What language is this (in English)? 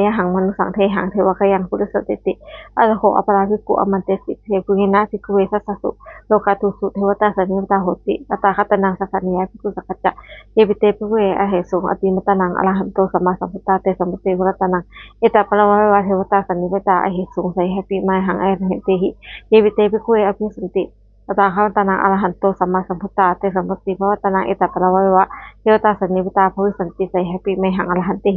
Pali